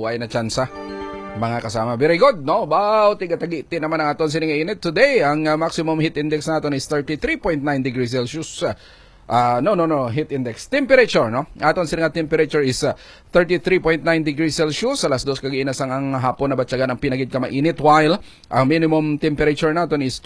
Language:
Hiligaynon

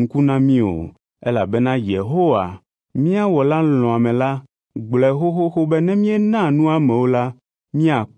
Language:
Ewe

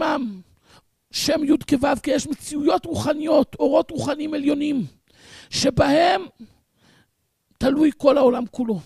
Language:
Hebrew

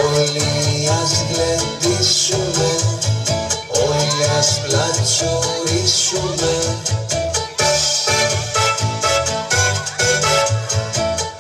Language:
Greek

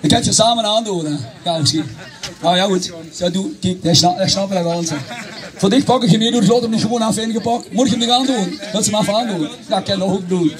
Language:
Limburgish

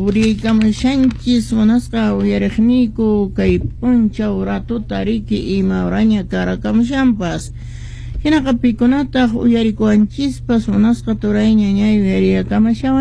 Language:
Quechua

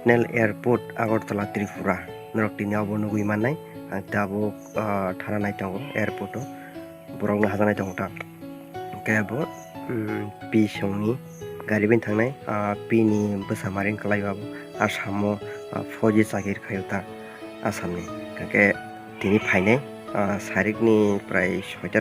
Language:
Kok Borok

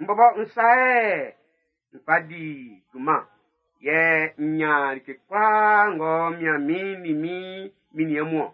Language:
Baoulé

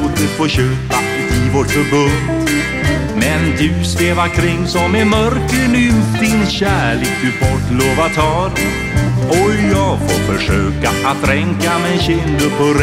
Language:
Swedish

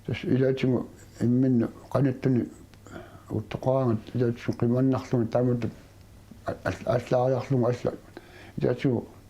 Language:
Kalaallisut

